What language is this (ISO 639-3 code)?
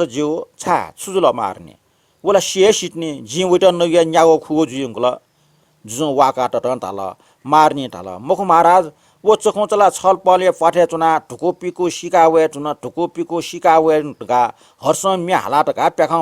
new